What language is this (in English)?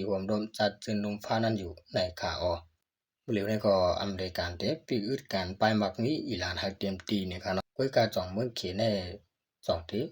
Shan